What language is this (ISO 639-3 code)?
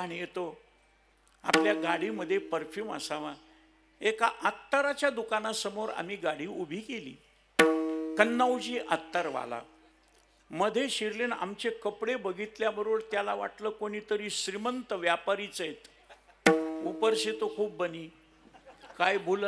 mar